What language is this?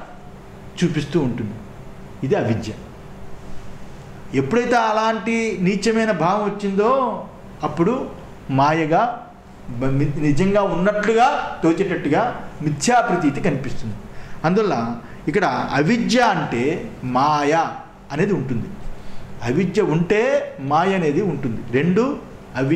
Telugu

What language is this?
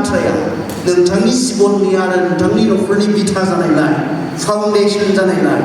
Bodo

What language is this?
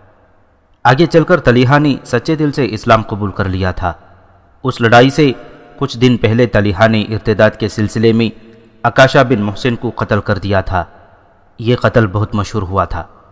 Urdu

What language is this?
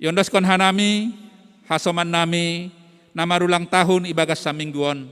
Batak Simalungun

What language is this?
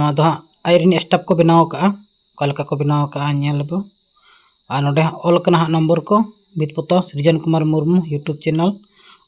Santali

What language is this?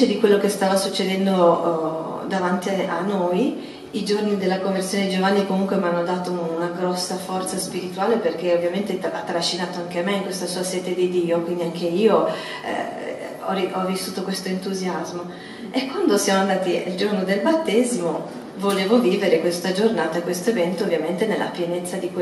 Italian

